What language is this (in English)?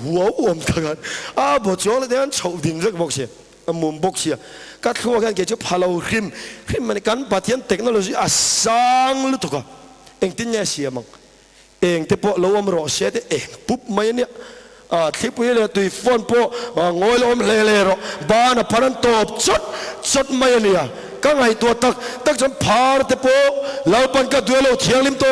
Mizo